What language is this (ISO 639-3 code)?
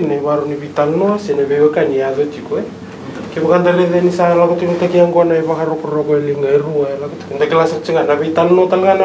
fij